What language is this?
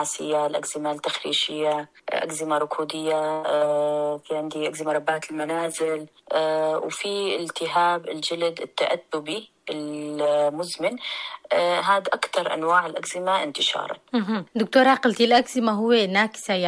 North Levantine Arabic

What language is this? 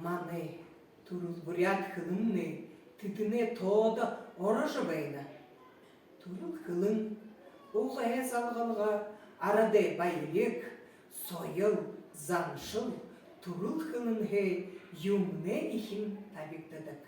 Buriat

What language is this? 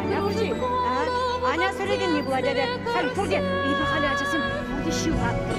Chuvash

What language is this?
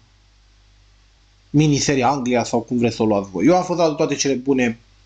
Romanian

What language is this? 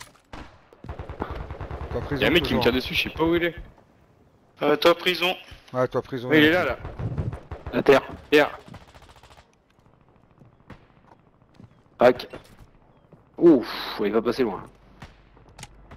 French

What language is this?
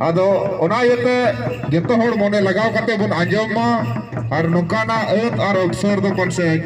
Santali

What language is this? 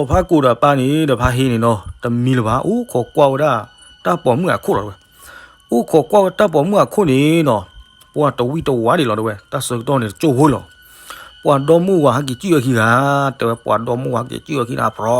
S'gaw Karen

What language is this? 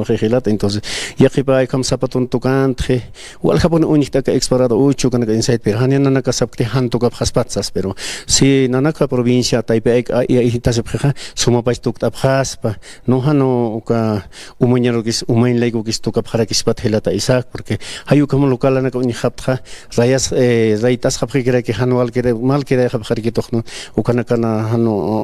Aymara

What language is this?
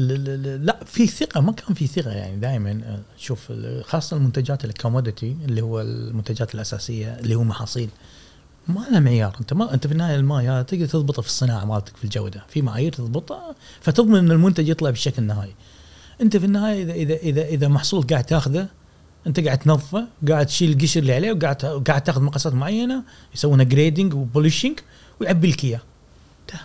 Gulf Arabic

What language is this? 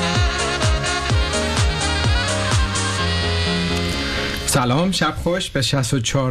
Bangla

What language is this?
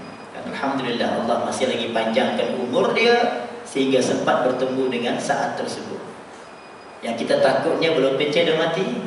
Malay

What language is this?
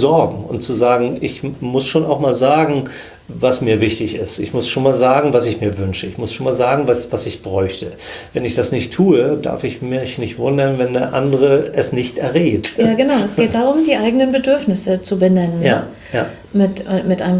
German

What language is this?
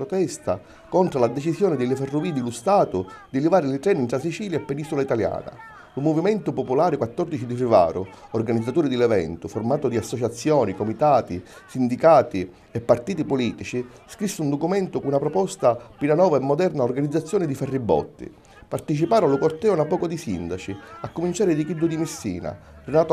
Sicilian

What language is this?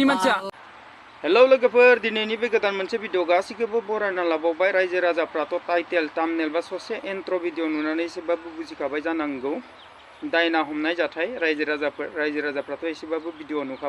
Bodo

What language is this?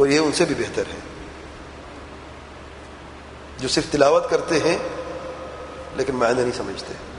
Urdu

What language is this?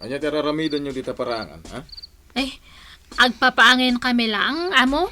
Iloko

